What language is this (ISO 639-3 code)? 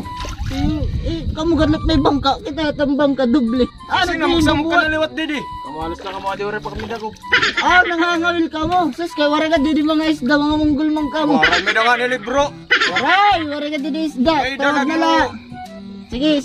war